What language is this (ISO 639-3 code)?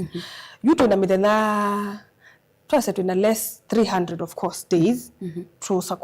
kam